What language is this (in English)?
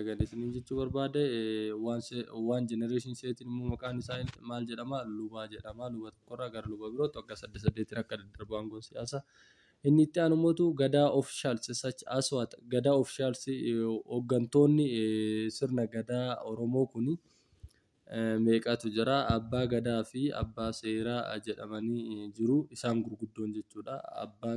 Oromo